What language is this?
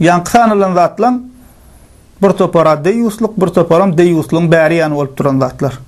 Turkmen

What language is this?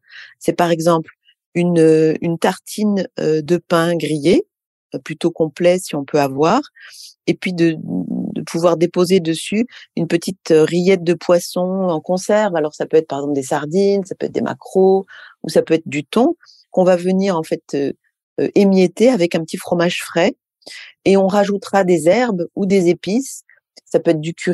French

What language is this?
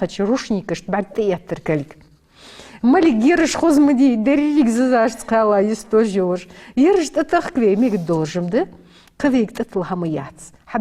Ingush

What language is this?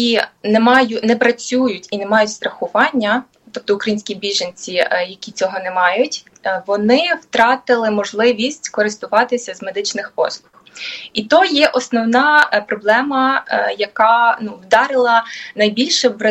Ukrainian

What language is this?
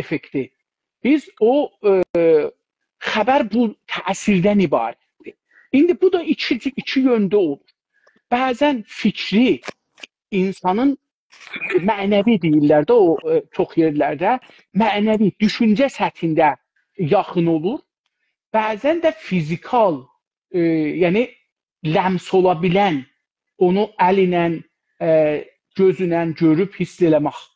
South Azerbaijani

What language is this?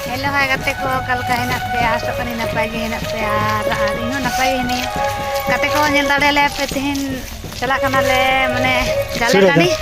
Santali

